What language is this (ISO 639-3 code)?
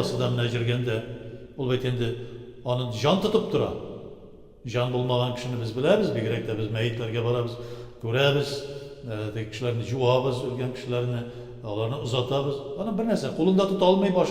tat